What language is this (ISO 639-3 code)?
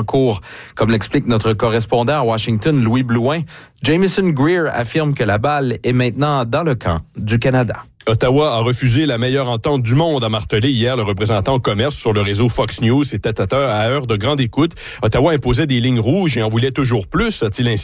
fra